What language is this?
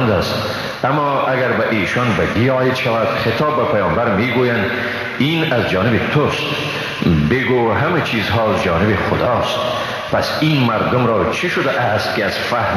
Persian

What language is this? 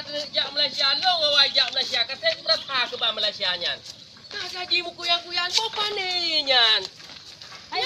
Achinese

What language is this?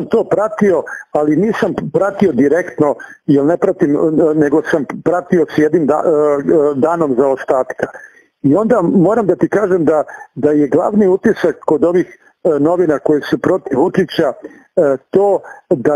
Serbian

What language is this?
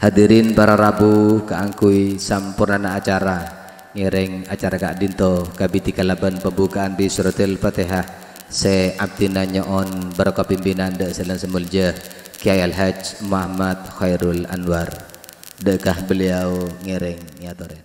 Madurese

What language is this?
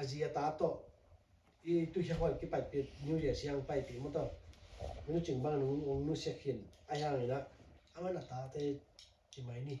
Tedim Chin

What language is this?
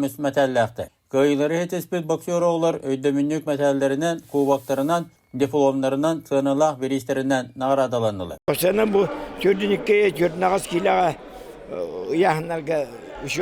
Yakut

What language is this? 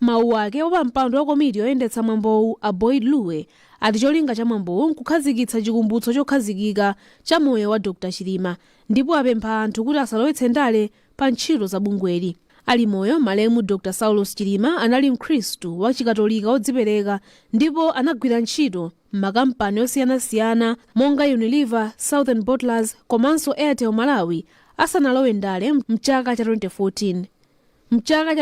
Nyanja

